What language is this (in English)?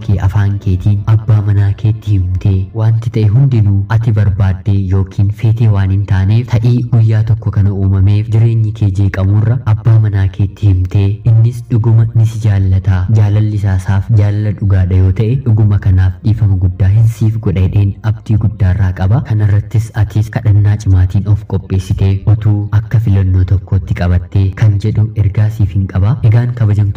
Oromo